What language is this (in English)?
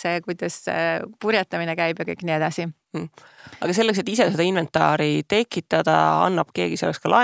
Estonian